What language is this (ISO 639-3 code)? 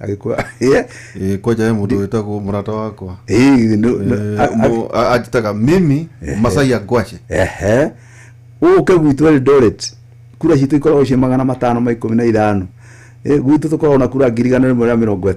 kik